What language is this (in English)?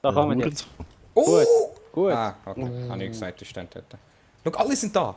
Swiss German